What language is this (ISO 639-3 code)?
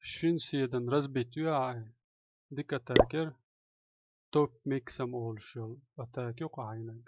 che